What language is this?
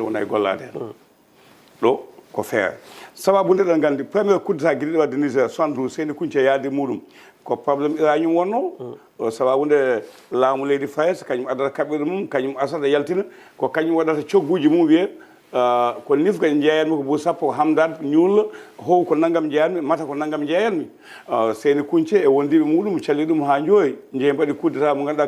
Fula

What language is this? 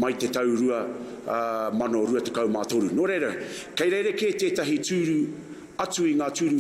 Māori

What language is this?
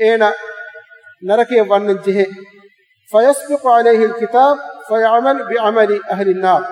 Divehi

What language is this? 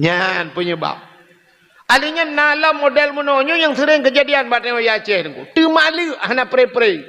Achinese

